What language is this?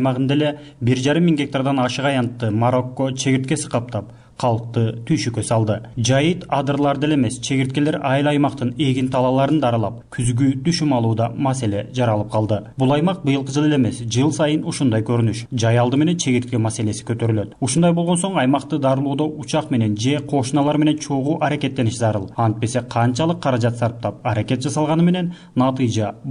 Kyrgyz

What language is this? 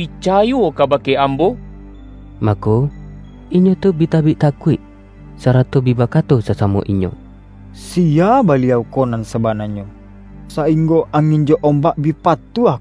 Minangkabau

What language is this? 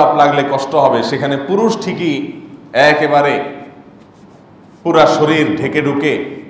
Bangla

